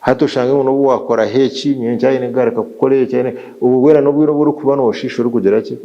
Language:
Nyankole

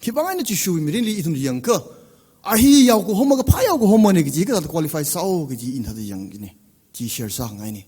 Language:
Tangkhul Naga (India)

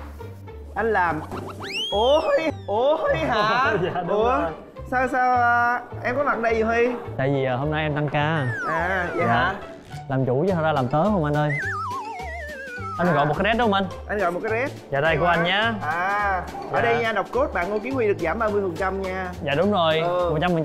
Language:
Vietnamese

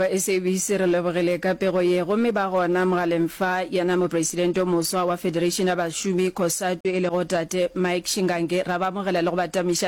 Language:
Northern Sotho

